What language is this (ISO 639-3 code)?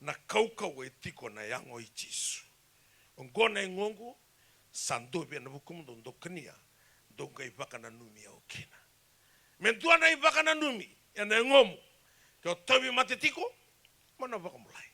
fij